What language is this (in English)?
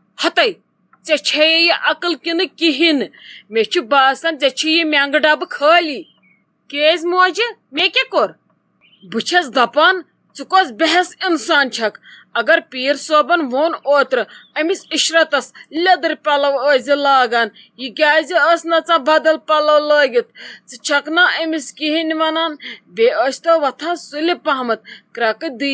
Kashmiri